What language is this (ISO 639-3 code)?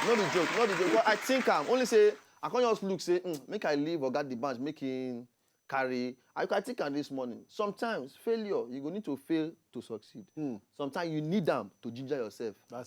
pcm